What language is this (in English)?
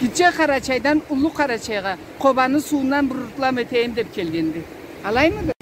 Karachay-Balkar